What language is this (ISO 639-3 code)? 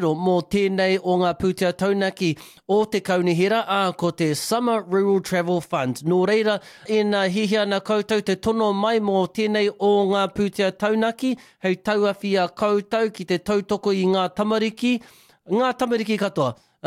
mri